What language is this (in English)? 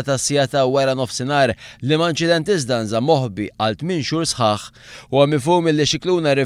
Maltese